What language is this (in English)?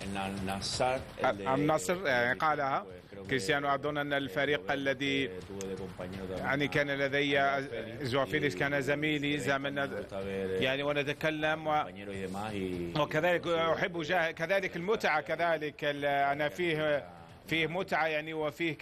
Arabic